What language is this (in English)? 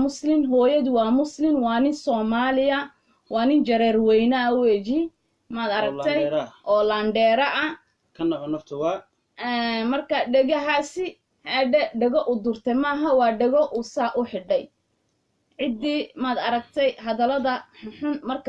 Somali